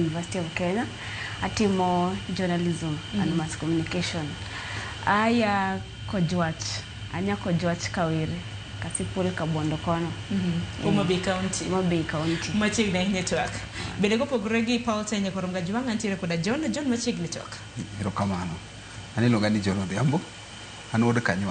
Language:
Luo (Kenya and Tanzania)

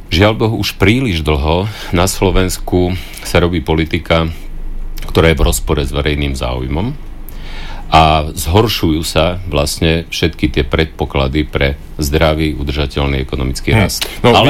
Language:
Slovak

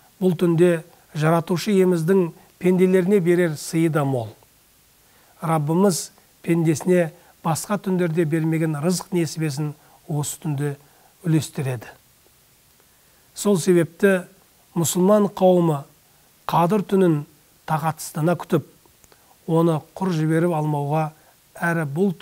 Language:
Kazakh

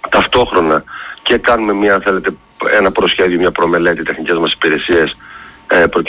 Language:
Greek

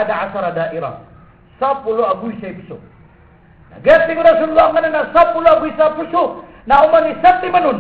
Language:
Maranao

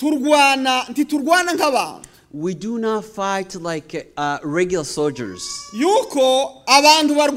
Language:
Kinyarwanda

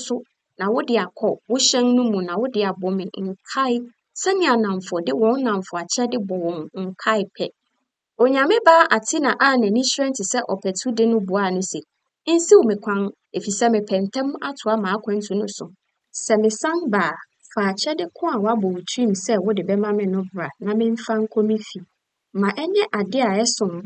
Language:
Akan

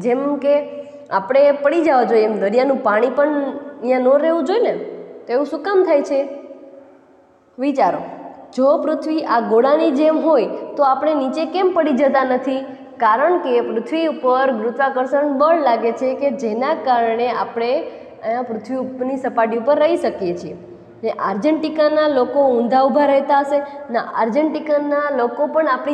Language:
Gujarati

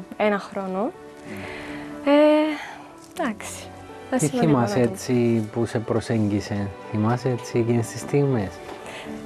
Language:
Greek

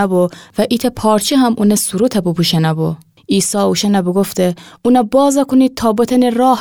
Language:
Gilaki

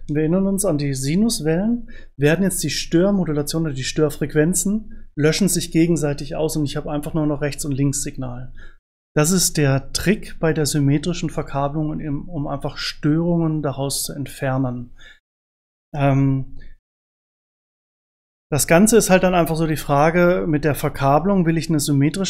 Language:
German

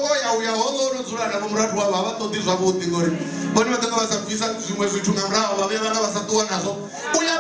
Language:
Venda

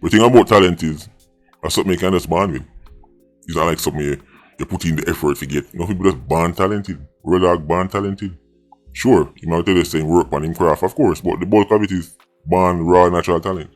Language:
Jamaican Creole English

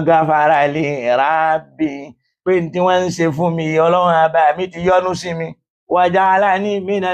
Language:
Yoruba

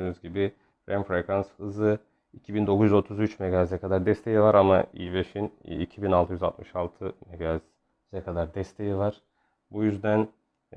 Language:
Turkish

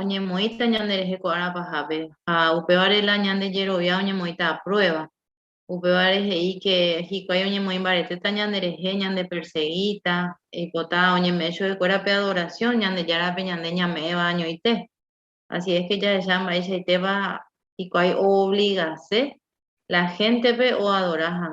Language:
Guarani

